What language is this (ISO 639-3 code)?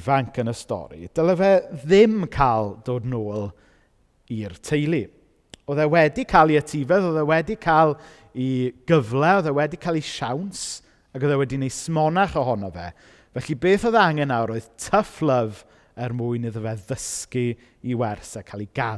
cym